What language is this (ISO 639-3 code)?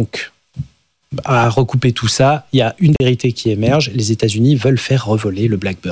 fra